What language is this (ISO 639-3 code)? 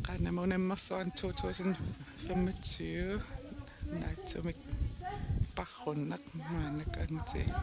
kal